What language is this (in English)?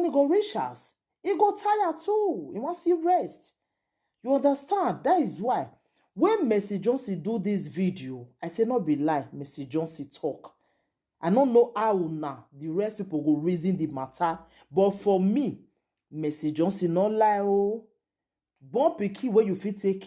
Nigerian Pidgin